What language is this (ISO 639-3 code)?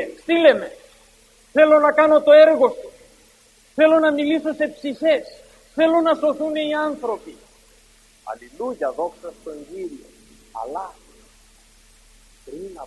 ell